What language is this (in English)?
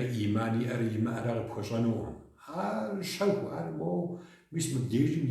Kabardian